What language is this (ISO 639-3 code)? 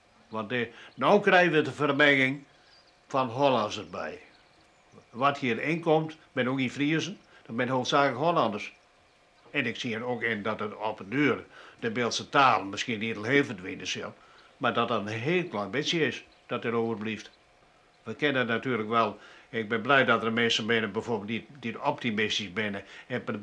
fry